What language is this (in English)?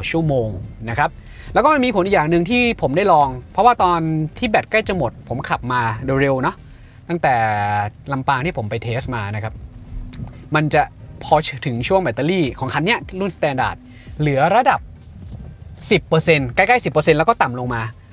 Thai